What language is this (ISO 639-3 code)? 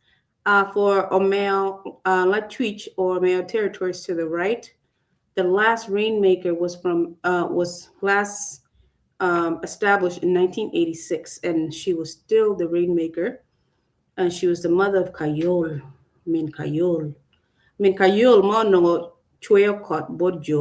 ach